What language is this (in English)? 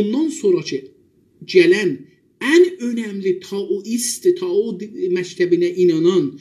South Azerbaijani